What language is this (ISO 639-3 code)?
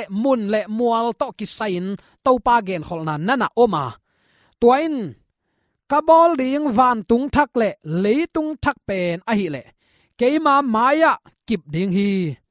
ctd